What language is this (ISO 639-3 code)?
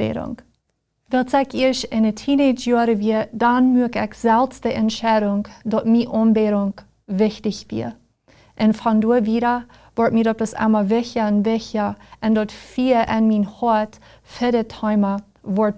pdt